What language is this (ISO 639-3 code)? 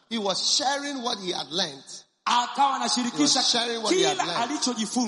swa